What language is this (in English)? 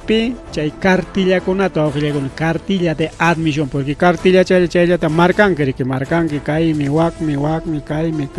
Ayacucho Quechua